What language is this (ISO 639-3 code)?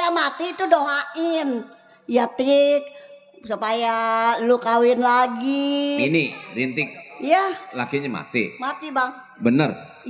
bew